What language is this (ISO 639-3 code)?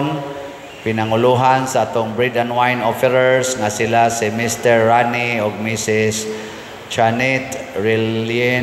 ceb